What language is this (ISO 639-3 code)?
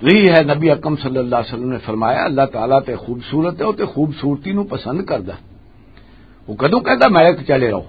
lah